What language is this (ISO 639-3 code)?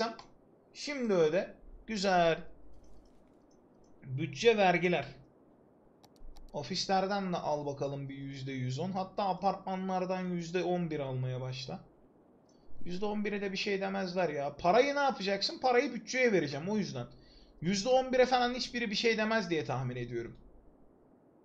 tur